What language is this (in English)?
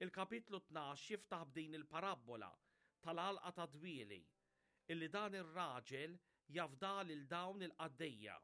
Maltese